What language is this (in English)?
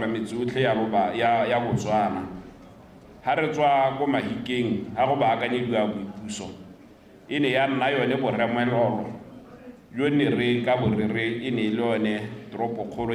Tswana